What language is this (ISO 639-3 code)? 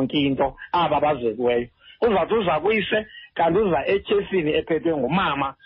xho